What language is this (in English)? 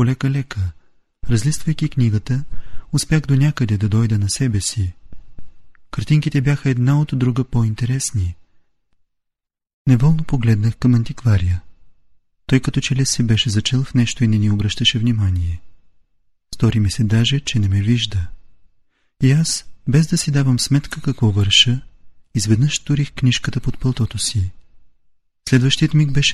Bulgarian